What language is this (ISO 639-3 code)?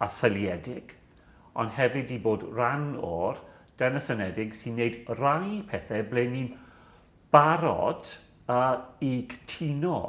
cym